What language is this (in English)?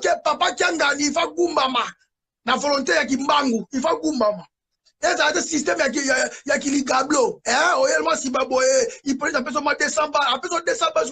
Lingala